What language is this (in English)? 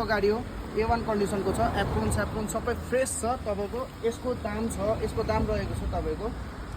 Nepali